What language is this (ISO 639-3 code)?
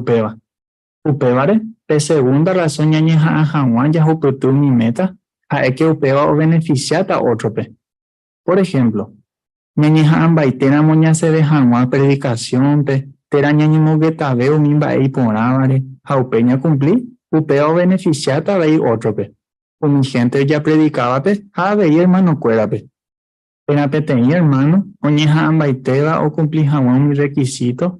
grn